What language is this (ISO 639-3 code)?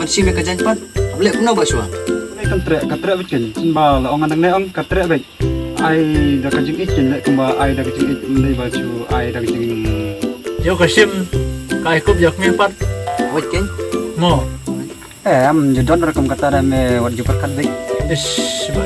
kha